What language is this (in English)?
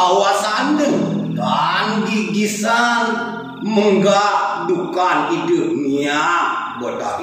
Balinese